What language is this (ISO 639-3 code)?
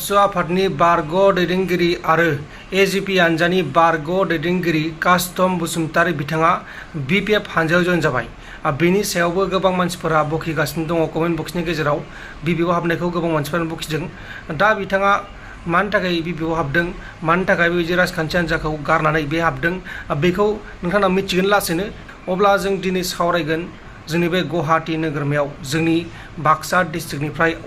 brx